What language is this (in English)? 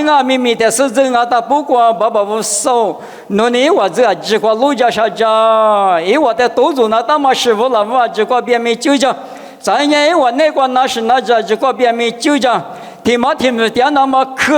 Lisu